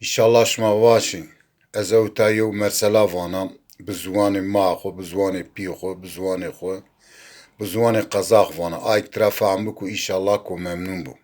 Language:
Zaza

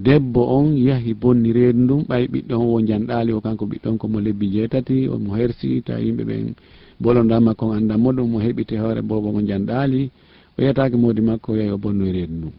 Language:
Fula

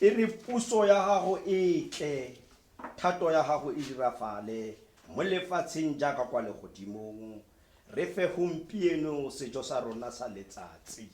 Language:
Tswana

